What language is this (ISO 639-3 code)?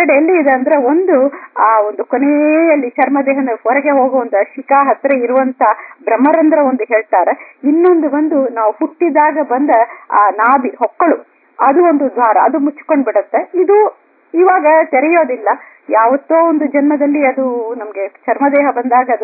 kan